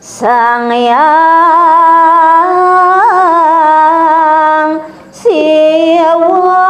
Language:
Balinese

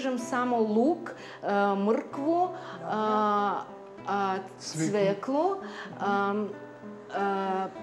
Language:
Serbian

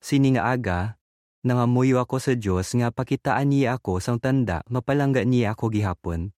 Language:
Hiligaynon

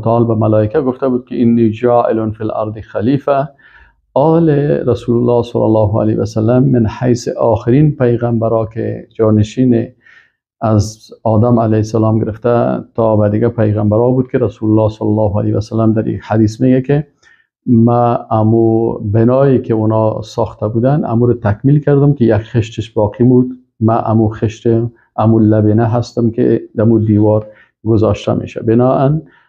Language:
Persian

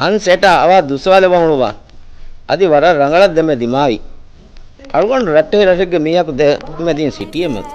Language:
Divehi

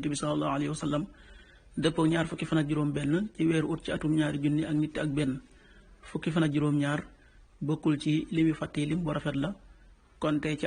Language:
Wolof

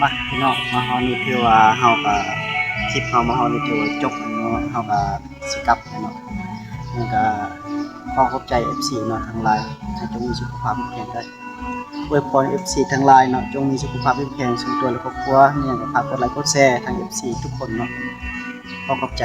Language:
Northeastern Thai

